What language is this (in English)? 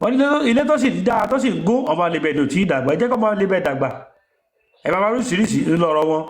Yoruba